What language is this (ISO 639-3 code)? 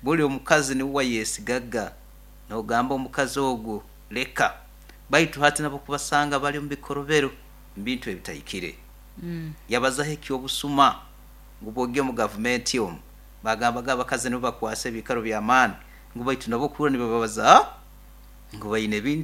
nyo